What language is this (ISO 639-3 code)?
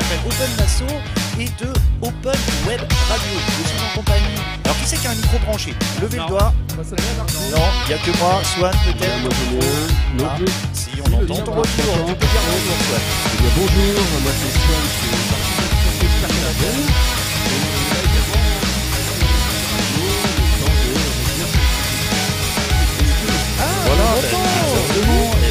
fra